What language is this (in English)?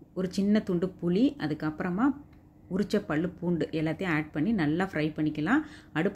Tamil